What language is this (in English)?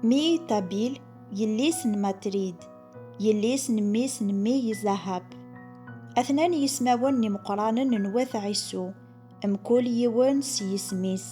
Kabyle